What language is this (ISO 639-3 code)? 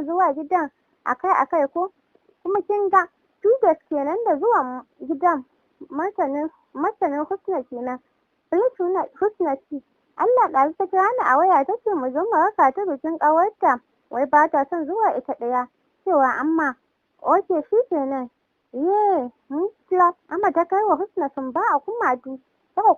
hau